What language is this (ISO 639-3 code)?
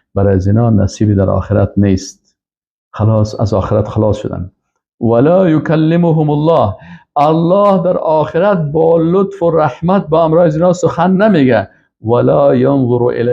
fas